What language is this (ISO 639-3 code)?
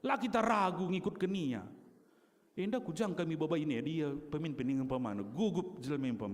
btx